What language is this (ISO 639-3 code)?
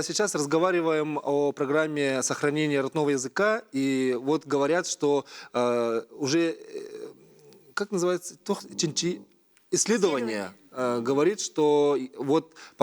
sah